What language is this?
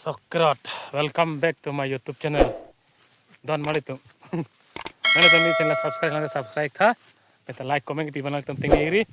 Karbi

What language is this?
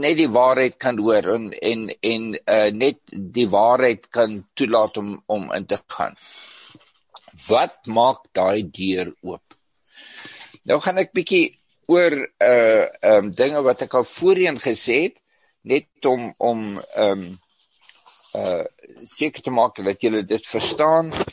Afrikaans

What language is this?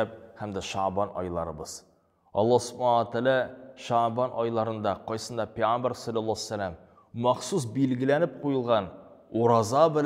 Tatar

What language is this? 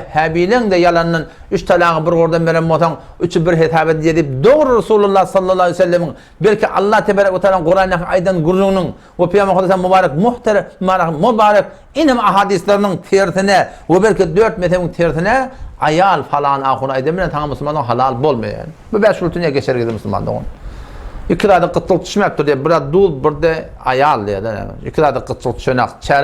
Turkmen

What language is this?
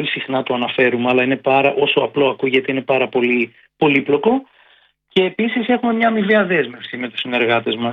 Greek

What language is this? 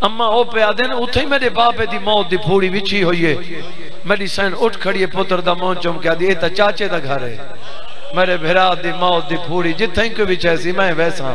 Saraiki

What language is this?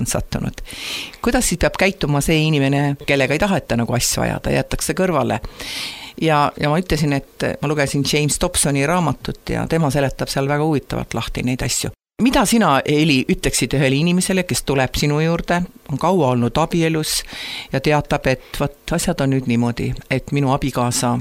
Estonian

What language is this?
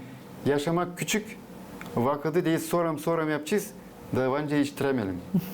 Gagauz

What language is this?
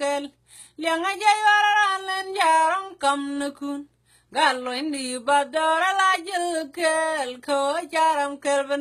Nuer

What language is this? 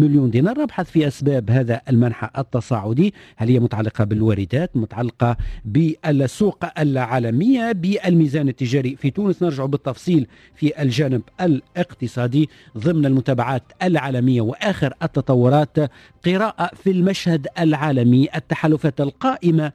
Tunisian Arabic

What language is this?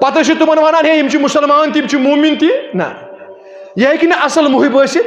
Kashmiri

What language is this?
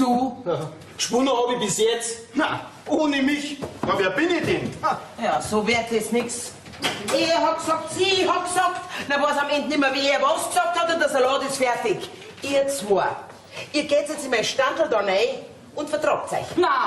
Bavarian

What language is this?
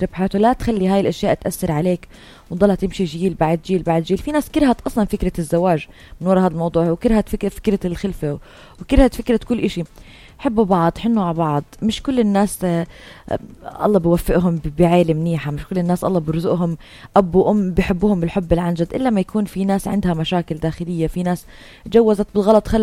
North Levantine Arabic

